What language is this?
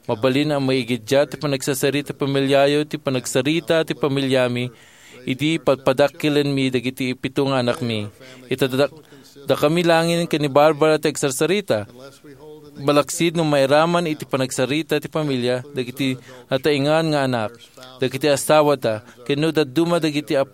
Iloko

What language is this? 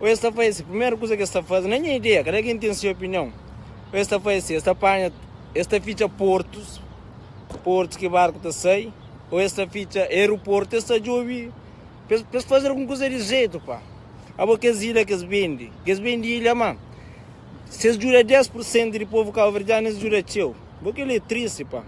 Kabuverdianu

